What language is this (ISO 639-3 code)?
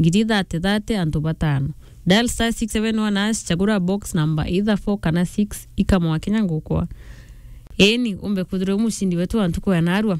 mer